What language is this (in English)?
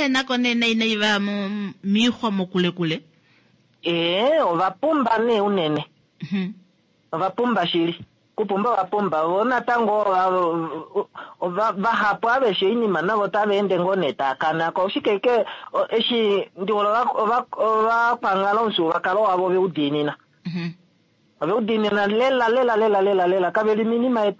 Kuanyama